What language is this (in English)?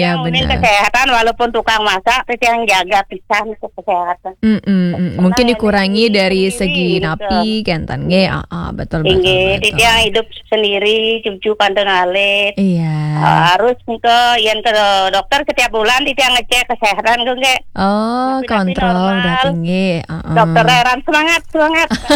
Balinese